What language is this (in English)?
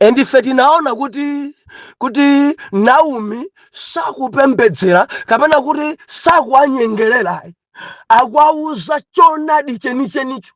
Nyanja